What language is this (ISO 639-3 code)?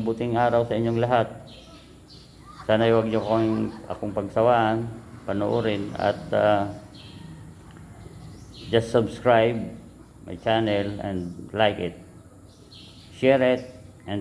fil